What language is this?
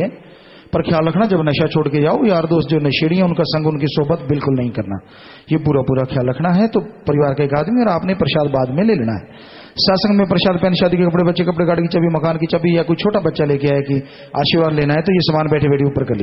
Hindi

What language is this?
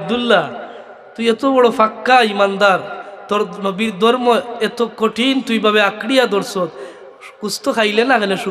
Sylheti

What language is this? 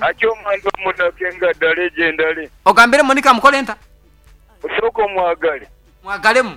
Nyankole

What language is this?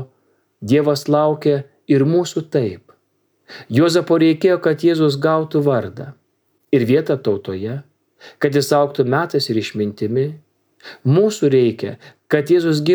Lithuanian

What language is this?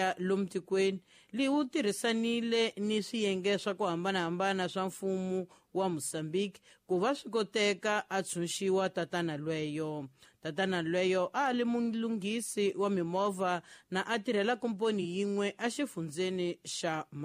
Tsonga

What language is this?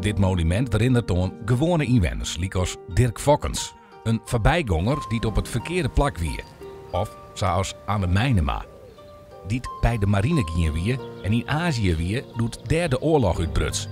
Western Frisian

